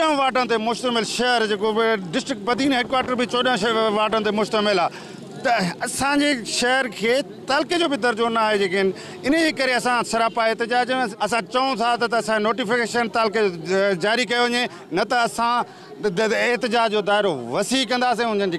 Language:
Sindhi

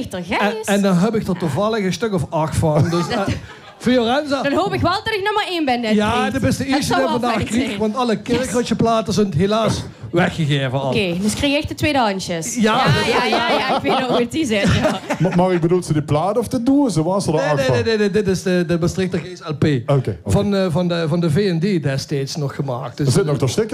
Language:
Limburgish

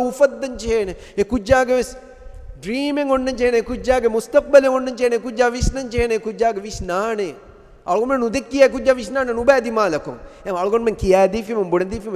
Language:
Divehi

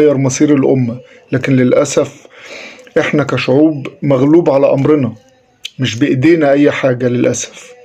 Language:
Egyptian Arabic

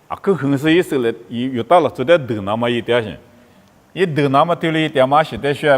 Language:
Lisu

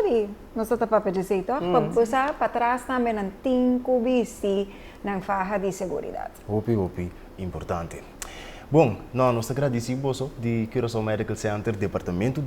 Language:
Papiamento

